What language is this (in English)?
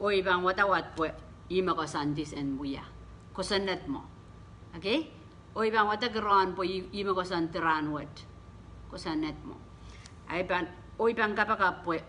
Pohnpeian